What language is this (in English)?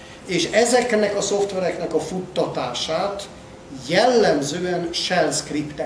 Hungarian